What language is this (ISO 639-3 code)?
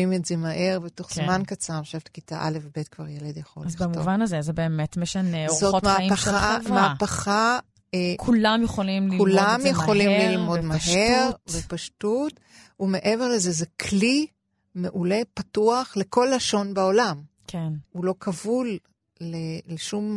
heb